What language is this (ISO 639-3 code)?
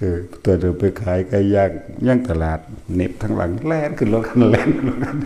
tts